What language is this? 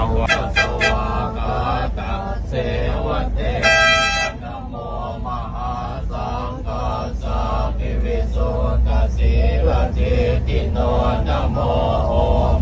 Pali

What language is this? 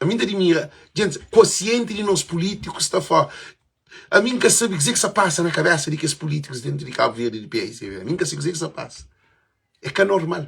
Kabuverdianu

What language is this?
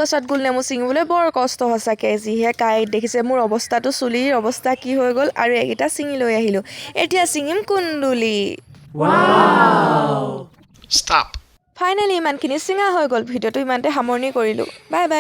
Assamese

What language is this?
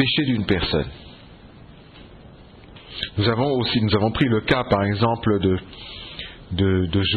French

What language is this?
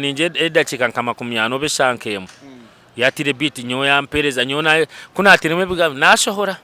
Nyankole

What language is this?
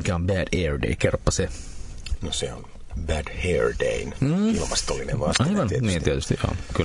Finnish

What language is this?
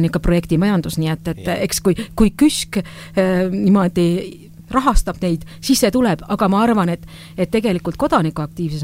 Estonian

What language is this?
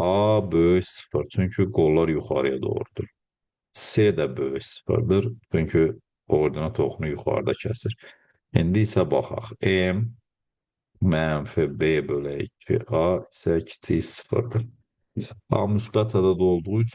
Azerbaijani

